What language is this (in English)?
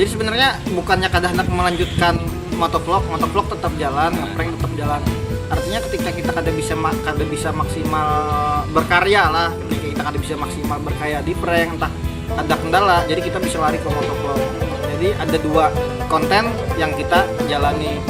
Banjar